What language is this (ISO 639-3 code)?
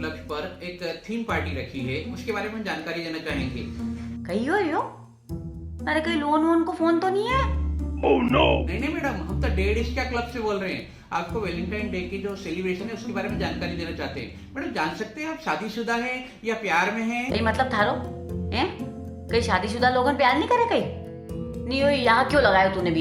raj